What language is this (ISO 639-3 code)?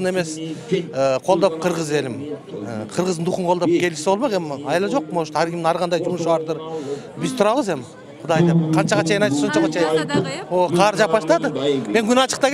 kir